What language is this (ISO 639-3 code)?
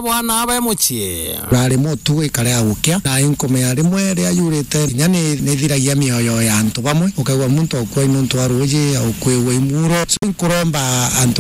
mer